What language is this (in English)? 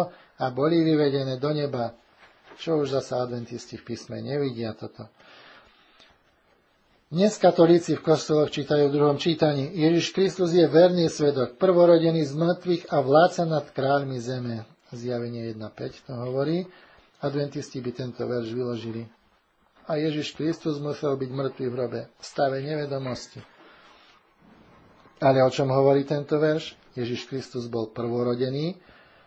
Slovak